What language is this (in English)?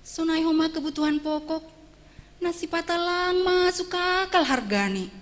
Batak Simalungun